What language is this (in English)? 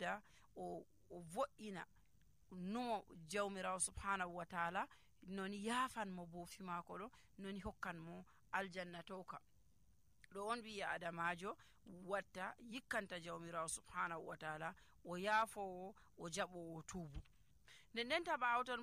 Nigerian Fulfulde